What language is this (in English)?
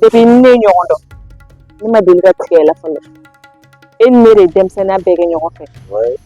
Bambara